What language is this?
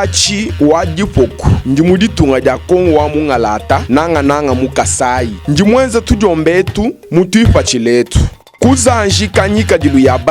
Luba-Lulua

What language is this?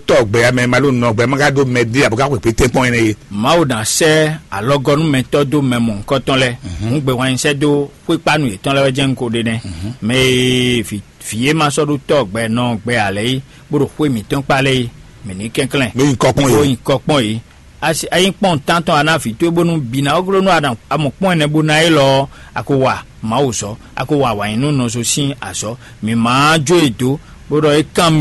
Fon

